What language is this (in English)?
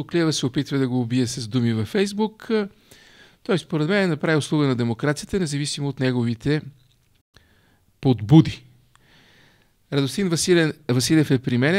Bulgarian